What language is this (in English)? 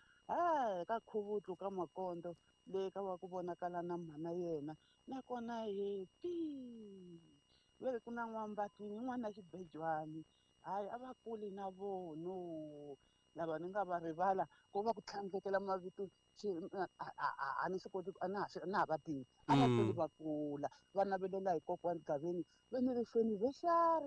Tsonga